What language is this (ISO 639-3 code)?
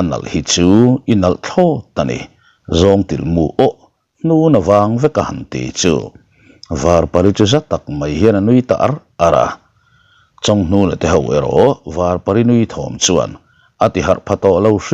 lus